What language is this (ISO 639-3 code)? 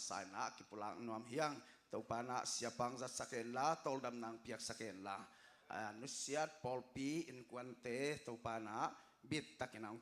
ctd